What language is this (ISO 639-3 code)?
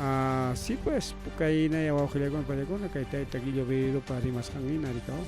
quy